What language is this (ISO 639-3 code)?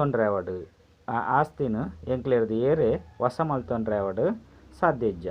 tcy